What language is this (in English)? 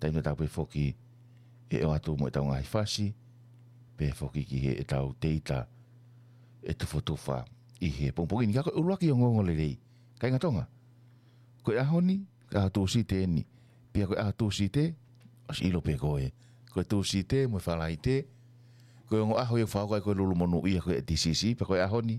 Tongan